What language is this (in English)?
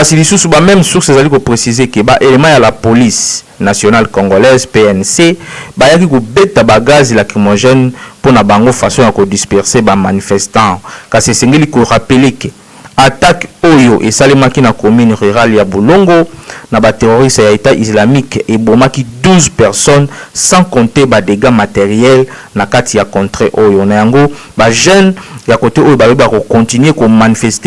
Lingala